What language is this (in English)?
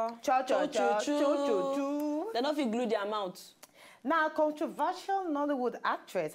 Nigerian Pidgin